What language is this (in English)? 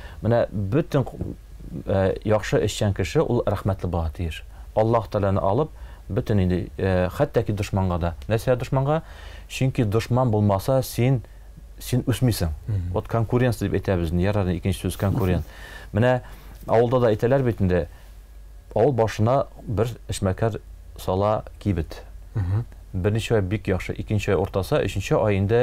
Tatar